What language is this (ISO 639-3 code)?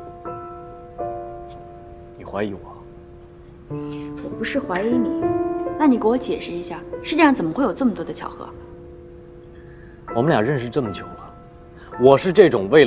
zho